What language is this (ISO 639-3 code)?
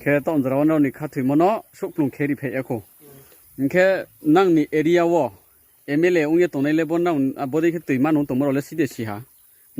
ria